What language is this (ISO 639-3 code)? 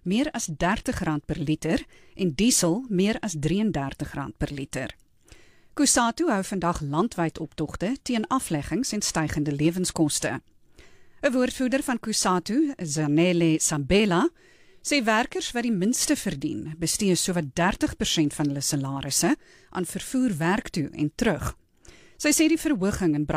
afr